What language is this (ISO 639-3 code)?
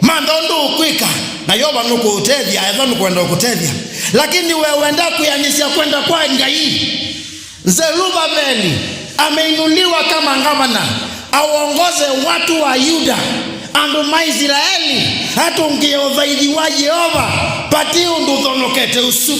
kam